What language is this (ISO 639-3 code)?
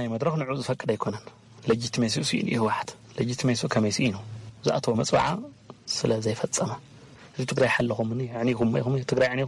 tir